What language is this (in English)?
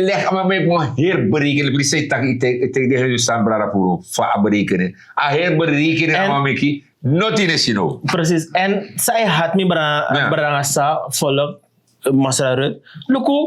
Sranan Tongo